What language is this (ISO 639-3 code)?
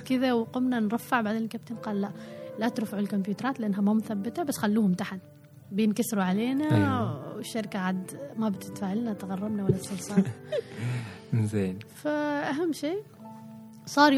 afb